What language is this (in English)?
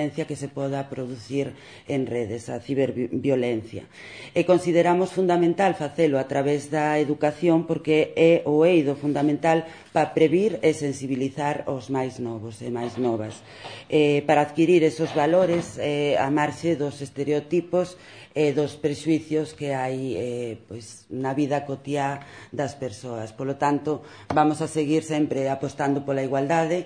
Galician